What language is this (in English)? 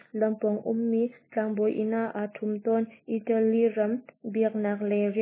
Hakha Chin